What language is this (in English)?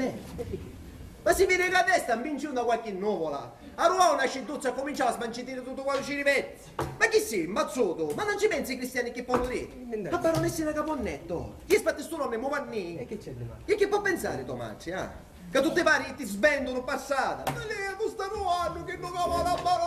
Sicilian